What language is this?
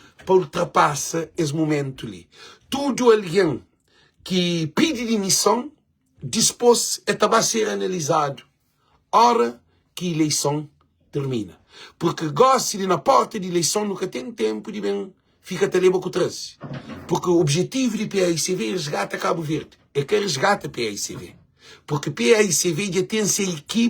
Kabuverdianu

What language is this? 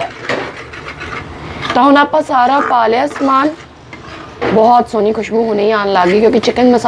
Punjabi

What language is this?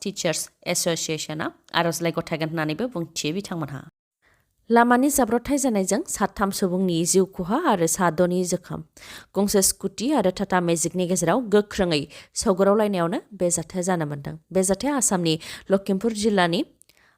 Bodo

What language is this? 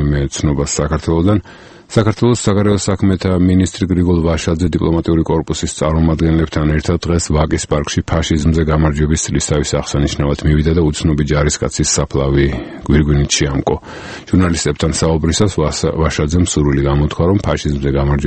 Georgian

